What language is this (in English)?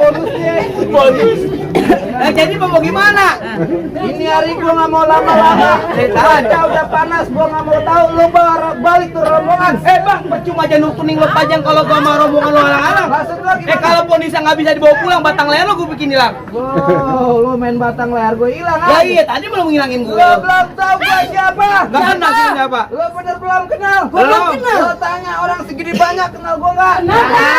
Betawi